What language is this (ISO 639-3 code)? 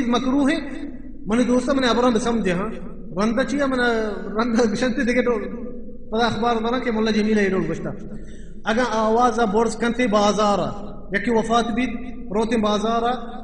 bal